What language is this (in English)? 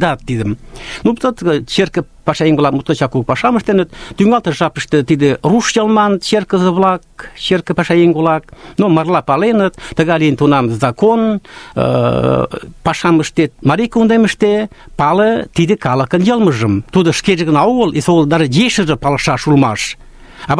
Mari